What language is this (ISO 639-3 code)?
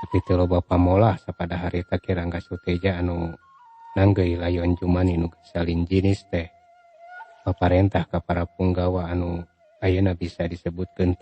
sun